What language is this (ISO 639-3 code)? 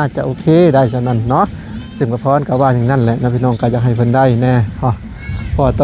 lao